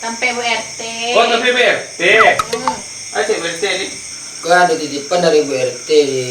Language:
Minangkabau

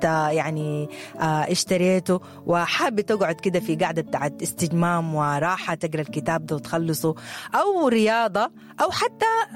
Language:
Sudanese Arabic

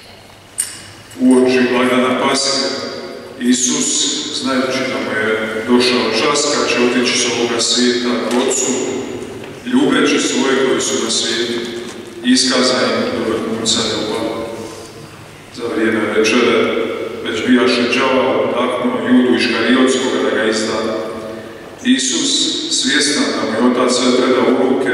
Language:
Croatian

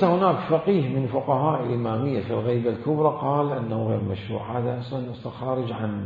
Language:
Mesopotamian Arabic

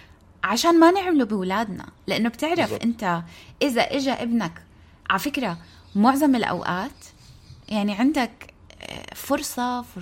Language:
North Levantine Arabic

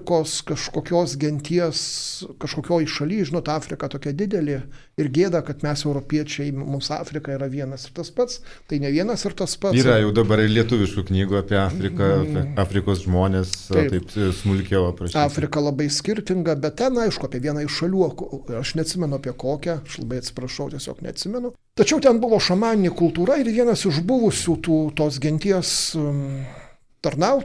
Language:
Lithuanian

